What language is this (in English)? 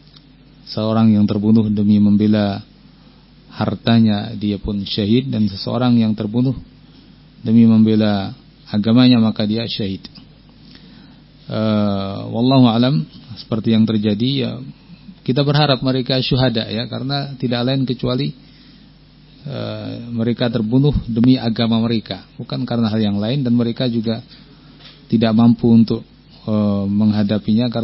Indonesian